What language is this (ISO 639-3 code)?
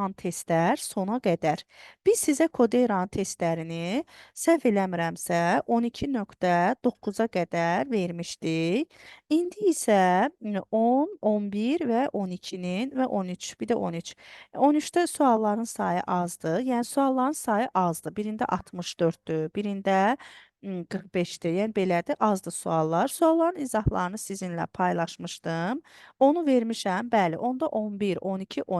aze